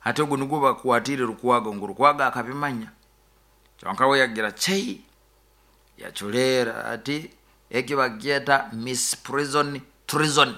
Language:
Nyoro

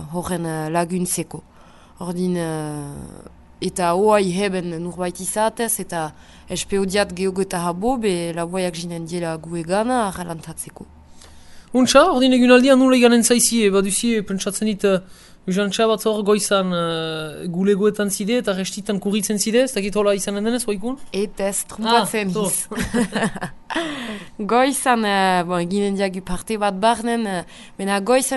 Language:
Basque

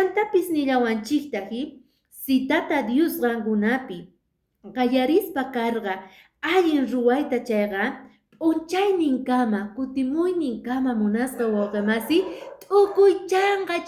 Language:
Quechua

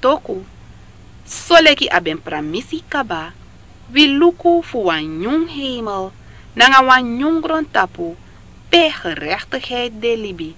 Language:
Sranan Tongo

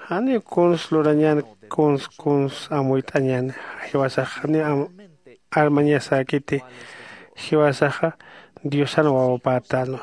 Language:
Aymara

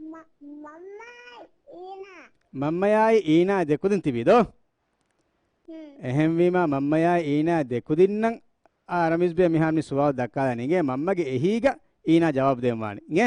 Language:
Divehi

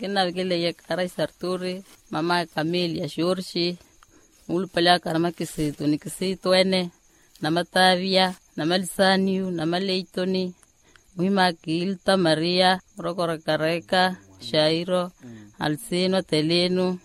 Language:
Makhuwa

